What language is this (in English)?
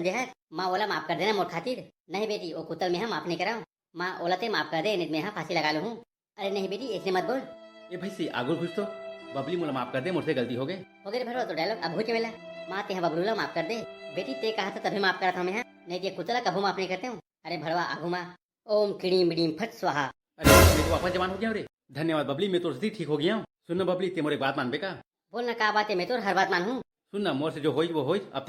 Chhattisgarhi